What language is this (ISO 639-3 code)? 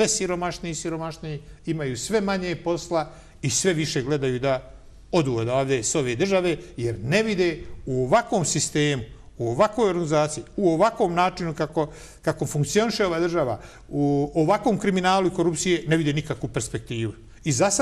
bos